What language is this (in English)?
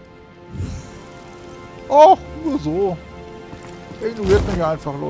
German